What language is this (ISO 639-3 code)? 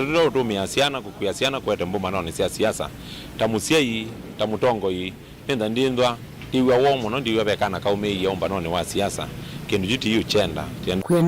kam